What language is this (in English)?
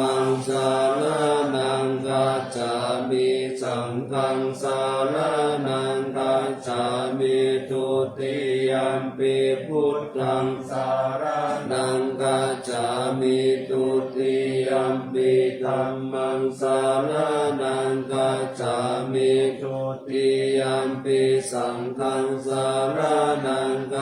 Pali